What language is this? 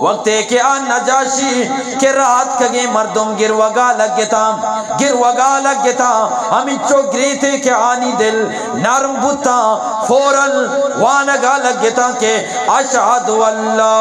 Eastern Balochi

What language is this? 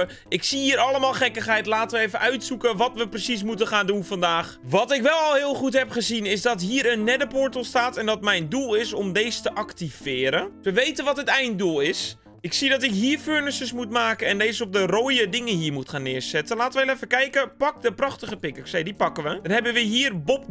Dutch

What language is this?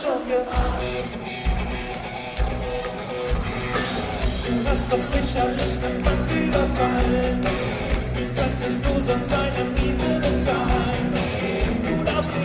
German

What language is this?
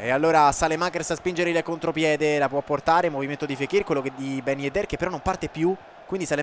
Italian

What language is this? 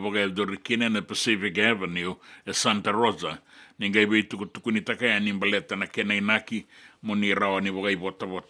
Fijian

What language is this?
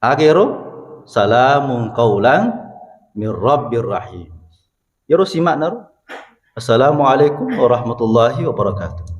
Buginese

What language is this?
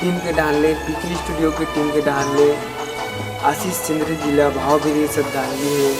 Chhattisgarhi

